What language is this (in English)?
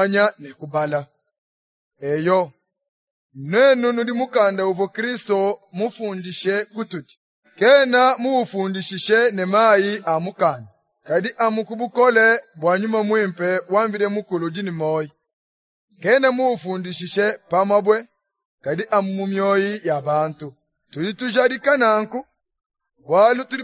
Luba-Lulua